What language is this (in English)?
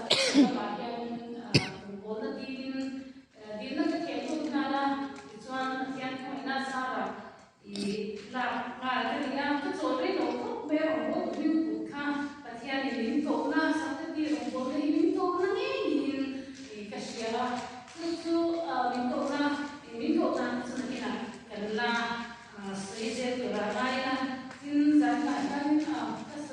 Mizo